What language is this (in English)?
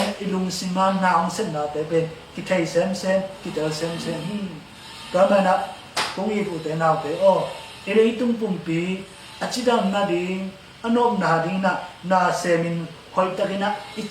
Tedim Chin